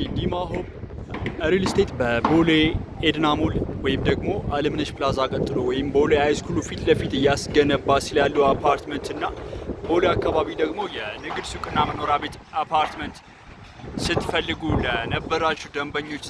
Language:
Amharic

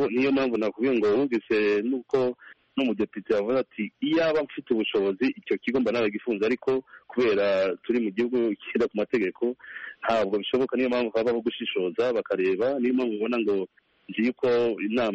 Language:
Kinyarwanda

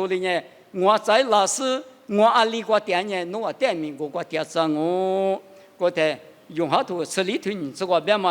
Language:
Lisu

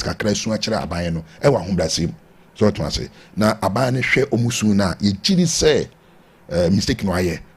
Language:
Akan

